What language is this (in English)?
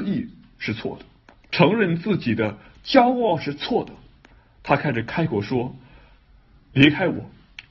Chinese